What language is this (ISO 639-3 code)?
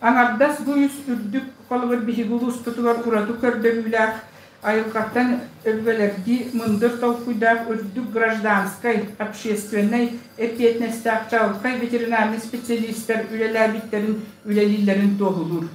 sah